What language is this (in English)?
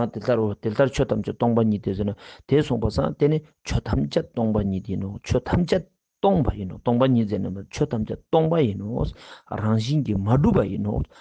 Ladakhi